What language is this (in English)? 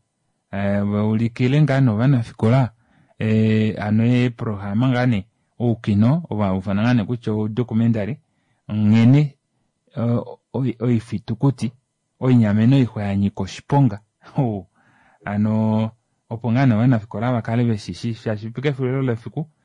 Kuanyama